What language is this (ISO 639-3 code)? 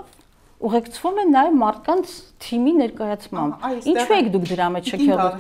hye